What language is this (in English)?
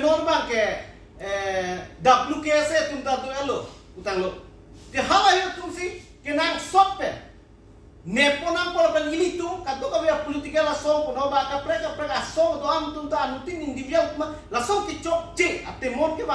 Karbi